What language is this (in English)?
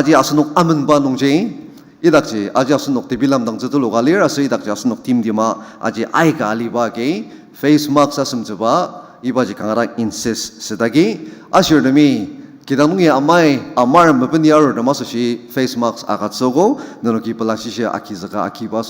Ao Naga